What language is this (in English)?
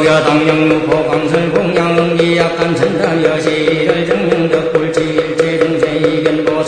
Korean